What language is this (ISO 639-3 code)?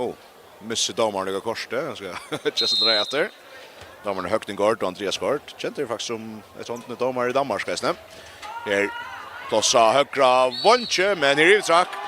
fao